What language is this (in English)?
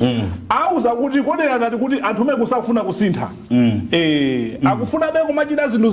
Nyanja